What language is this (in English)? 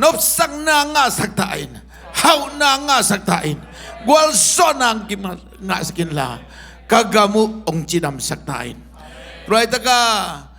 Tedim Chin